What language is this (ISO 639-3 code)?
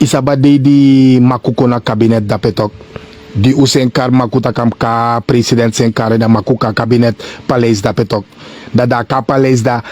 srn